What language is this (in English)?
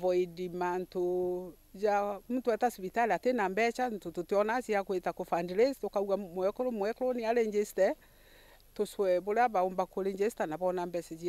Meru